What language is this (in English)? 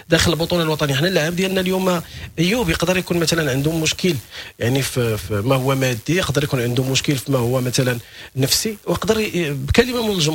Moroccan Arabic